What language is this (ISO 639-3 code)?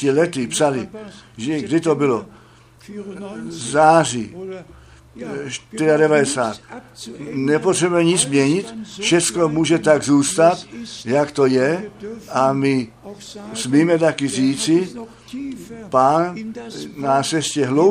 ces